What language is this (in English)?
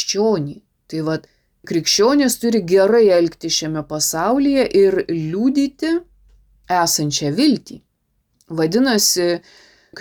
Lithuanian